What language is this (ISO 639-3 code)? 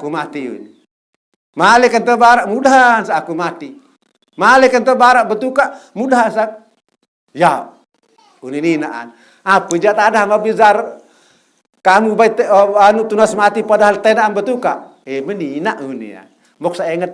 sas